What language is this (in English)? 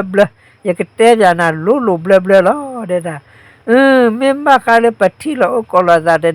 S'gaw Karen